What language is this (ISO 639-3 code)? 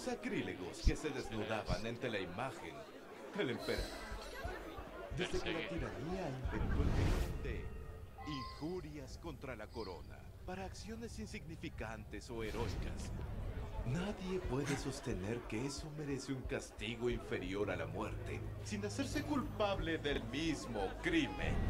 spa